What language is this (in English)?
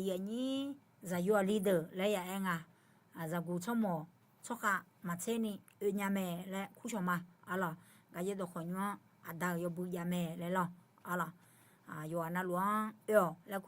Akha